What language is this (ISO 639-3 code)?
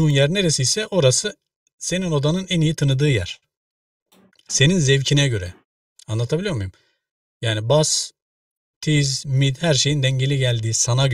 tur